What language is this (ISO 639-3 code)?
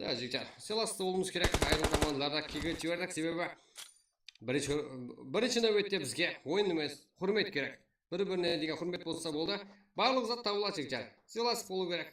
kaa